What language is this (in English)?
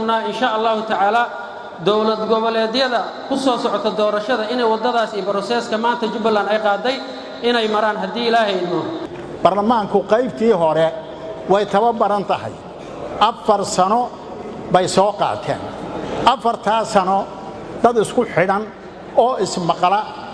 Somali